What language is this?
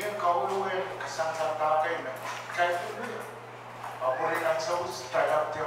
Pohnpeian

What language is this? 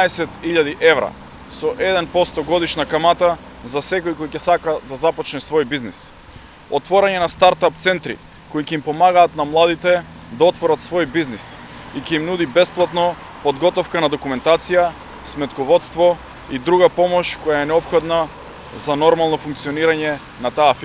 Macedonian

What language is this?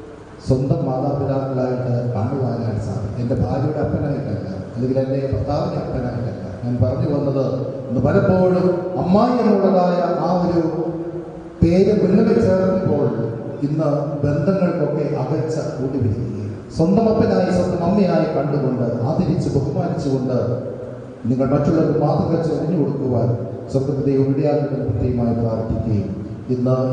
Malayalam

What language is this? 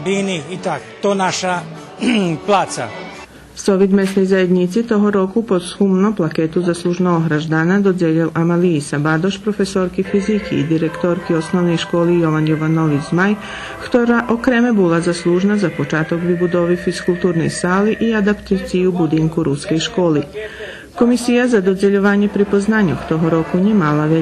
Rusyn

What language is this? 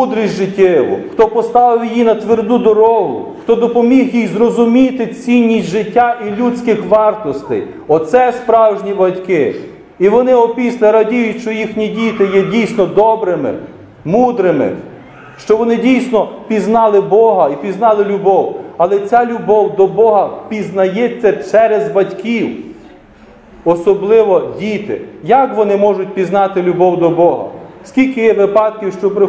Ukrainian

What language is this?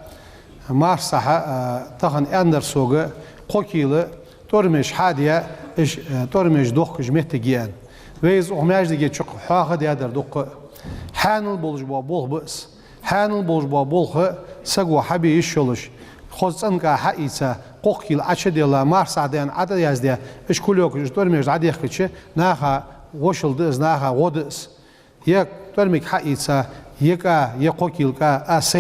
Ingush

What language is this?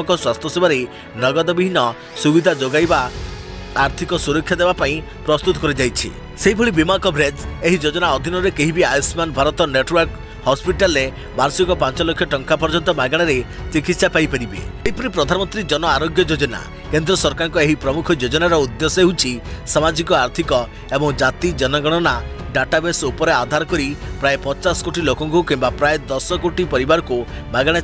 Odia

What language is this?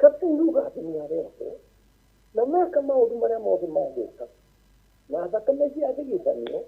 Kikuyu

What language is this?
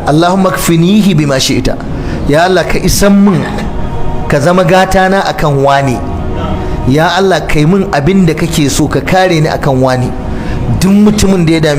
Hausa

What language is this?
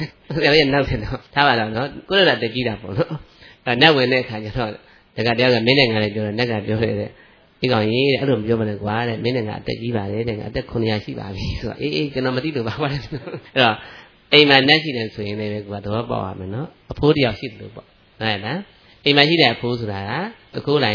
Burmese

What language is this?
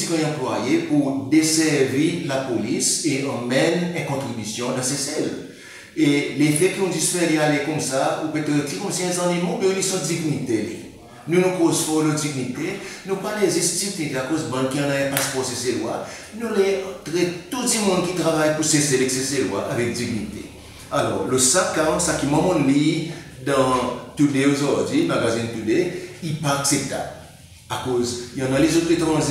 Seselwa Creole French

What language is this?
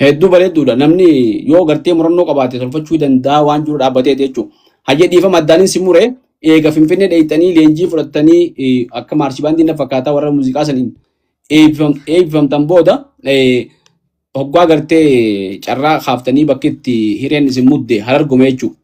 Oromo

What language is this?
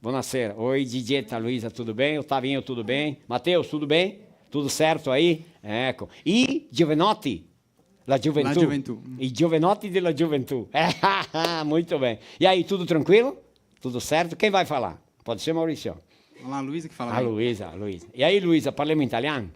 Venetian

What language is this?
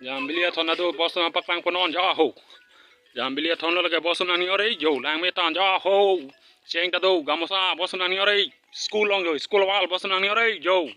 Karbi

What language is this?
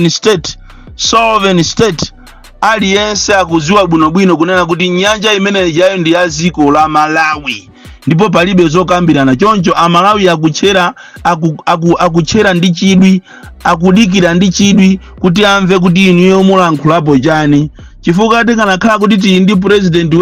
Nyanja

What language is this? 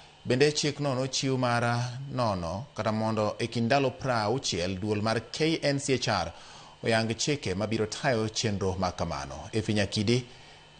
Luo (Kenya and Tanzania)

